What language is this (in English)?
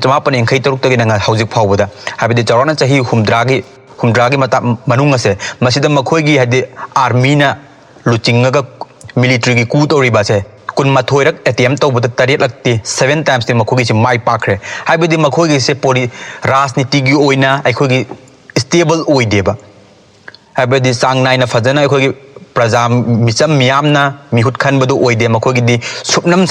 Manipuri